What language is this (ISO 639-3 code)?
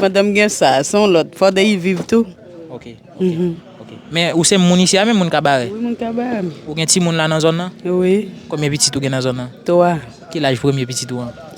hat